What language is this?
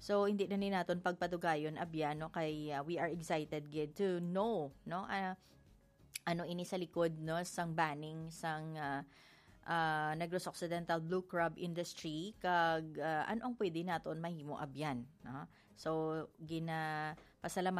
Hiligaynon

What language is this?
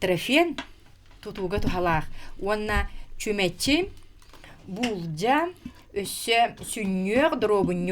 Yakut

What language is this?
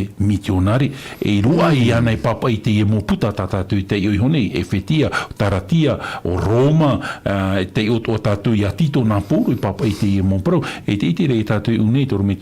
Tahitian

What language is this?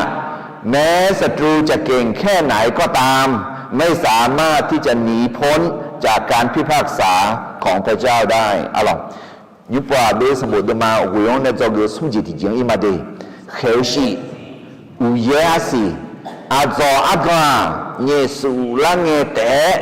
Akha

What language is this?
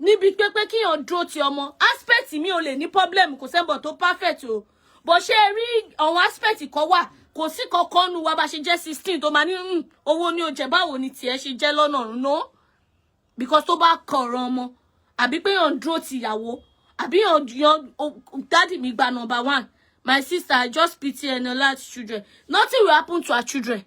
Yoruba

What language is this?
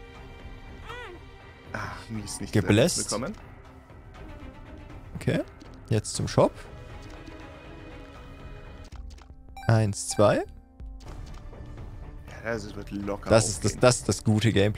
German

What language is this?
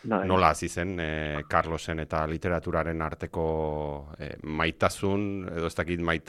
Basque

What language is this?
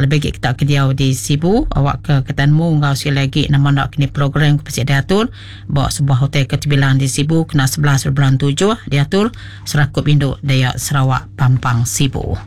Iban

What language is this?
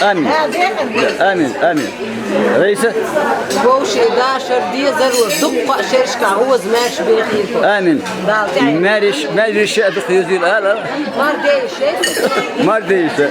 Chechen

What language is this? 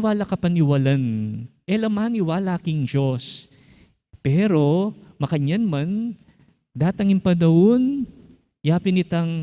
Pampanga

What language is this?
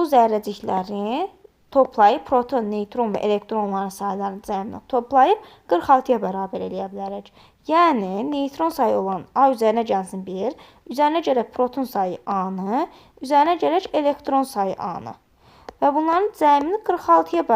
Azerbaijani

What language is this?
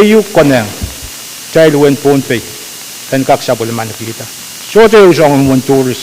Pohnpeian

